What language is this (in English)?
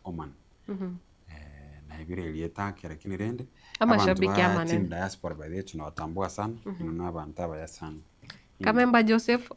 Gusii